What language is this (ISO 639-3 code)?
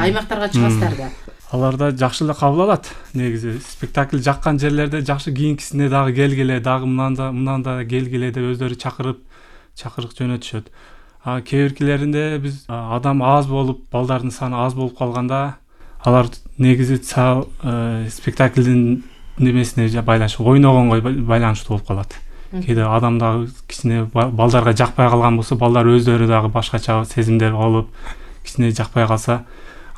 kir